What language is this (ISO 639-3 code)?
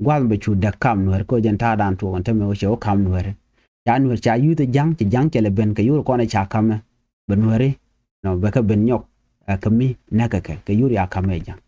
nus